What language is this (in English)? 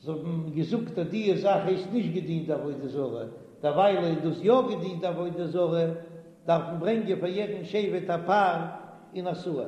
Yiddish